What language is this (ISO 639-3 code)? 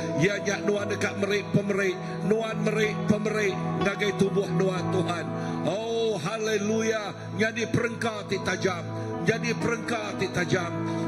iba